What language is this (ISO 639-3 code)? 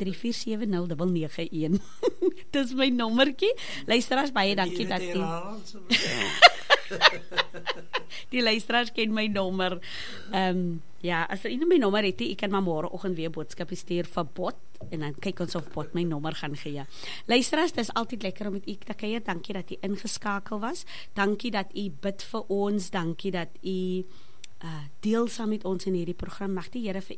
afr